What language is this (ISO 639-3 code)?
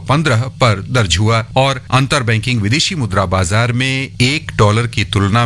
hin